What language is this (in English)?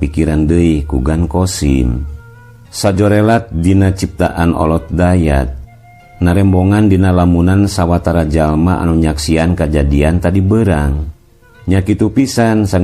Sundanese